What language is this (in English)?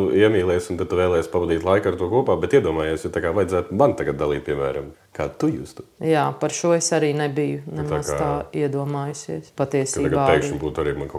Latvian